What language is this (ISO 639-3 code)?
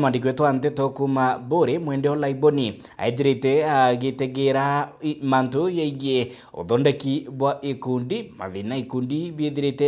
mer